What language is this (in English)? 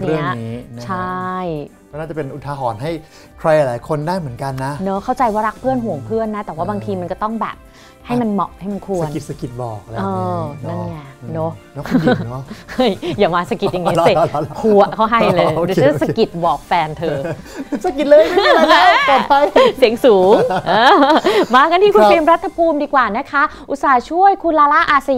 Thai